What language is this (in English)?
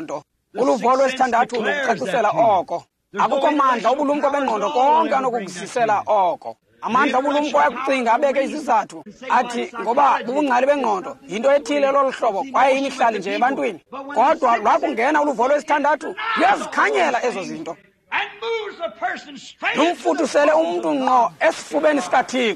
Xhosa